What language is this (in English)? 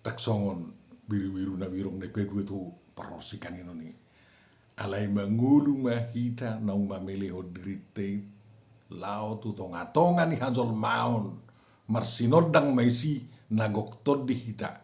Batak Toba